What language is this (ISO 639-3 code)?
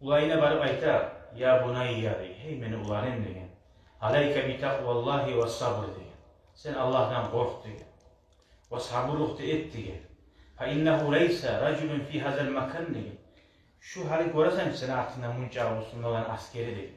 kum